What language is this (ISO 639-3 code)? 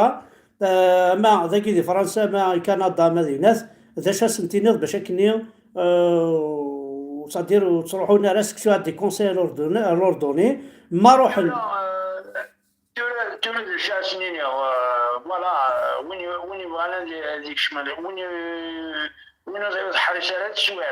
kab